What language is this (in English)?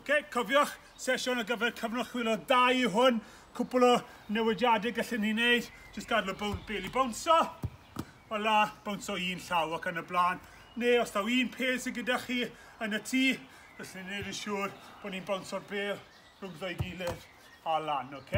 Welsh